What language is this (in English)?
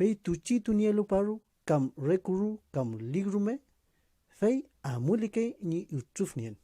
Mapuche